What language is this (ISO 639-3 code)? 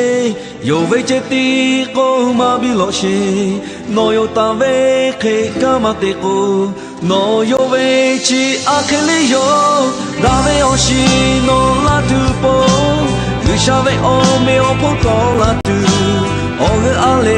lhu